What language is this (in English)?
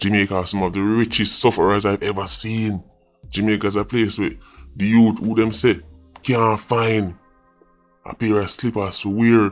Jamaican Creole English